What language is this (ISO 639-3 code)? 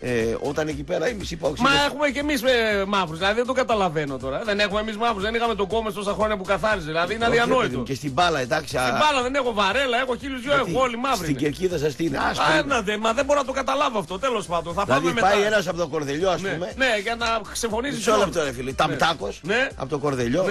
ell